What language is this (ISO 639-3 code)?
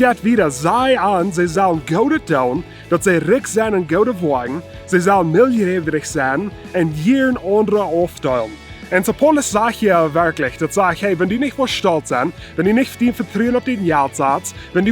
pdt